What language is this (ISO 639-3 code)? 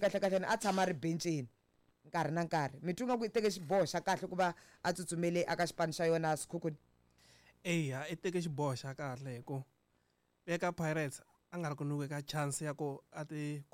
tso